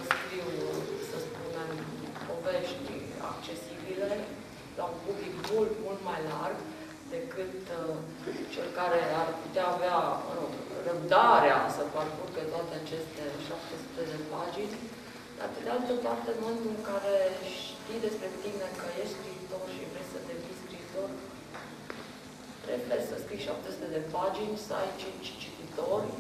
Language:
Romanian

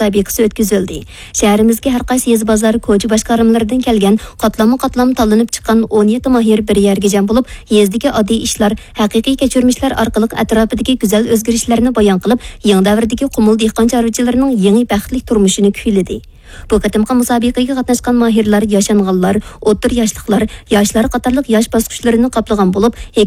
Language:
Uyghur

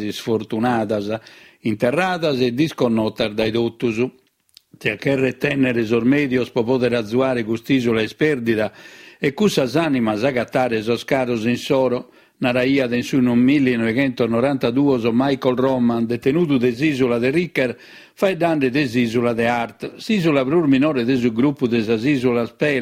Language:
Sardinian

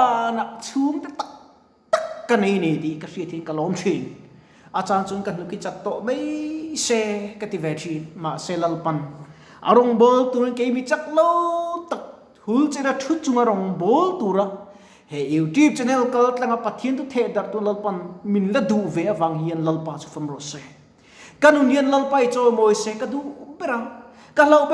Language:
Mizo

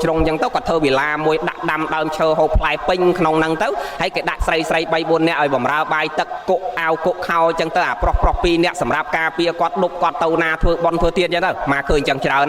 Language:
Khmer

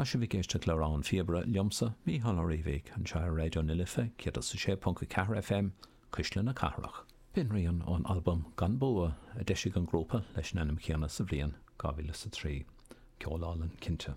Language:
Irish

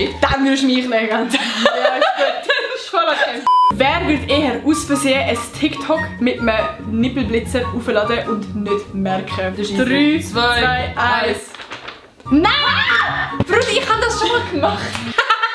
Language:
Swiss German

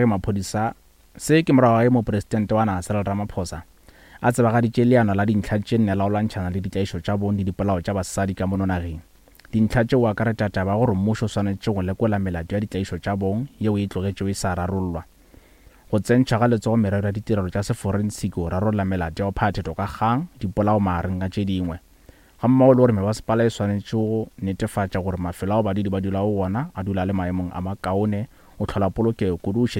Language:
Northern Sotho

